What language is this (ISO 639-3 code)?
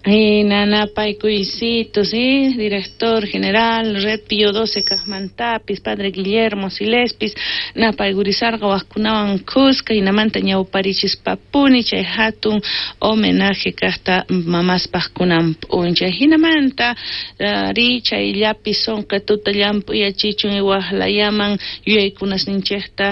quh